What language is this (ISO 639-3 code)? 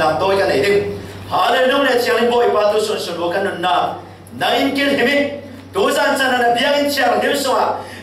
cfm